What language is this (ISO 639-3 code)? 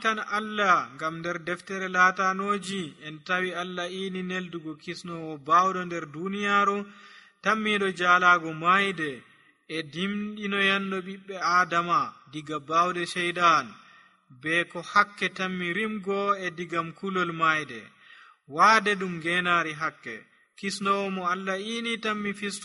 fuv